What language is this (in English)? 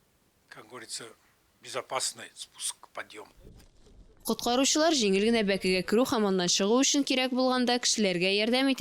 Tatar